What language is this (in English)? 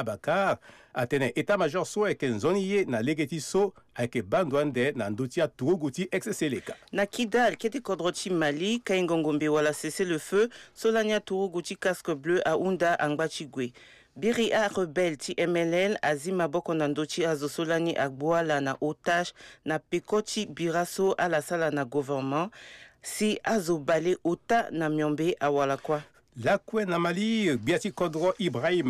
Sango